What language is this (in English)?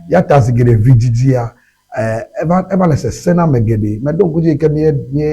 Ewe